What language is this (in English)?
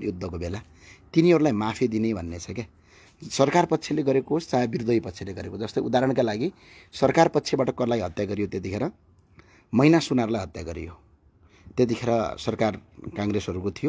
Nepali